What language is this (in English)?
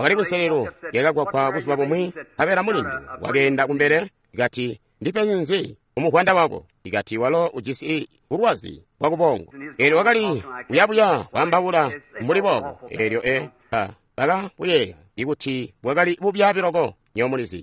Tonga (Zambia)